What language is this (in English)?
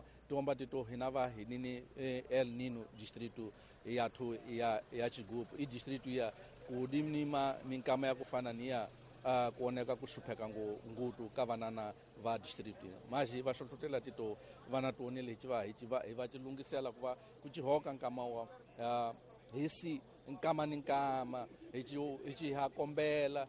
Tsonga